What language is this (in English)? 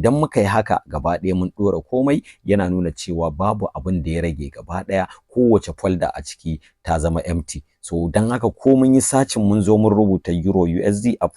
Hausa